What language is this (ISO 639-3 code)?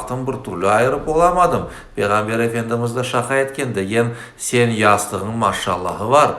crh